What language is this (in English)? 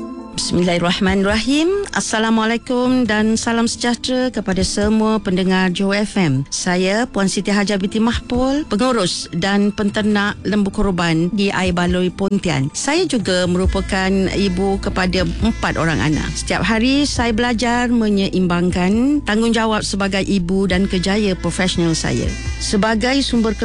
Malay